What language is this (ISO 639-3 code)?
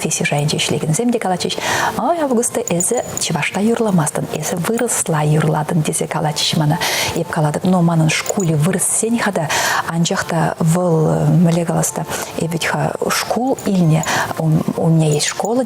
chv